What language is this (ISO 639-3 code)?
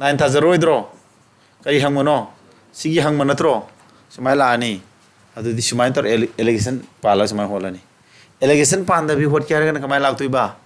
mni